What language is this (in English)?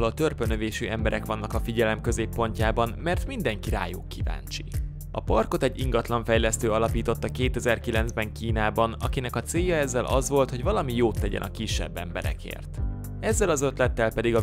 Hungarian